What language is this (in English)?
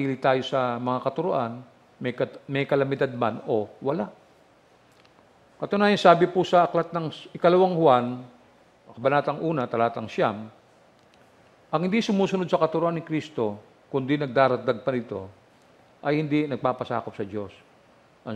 Filipino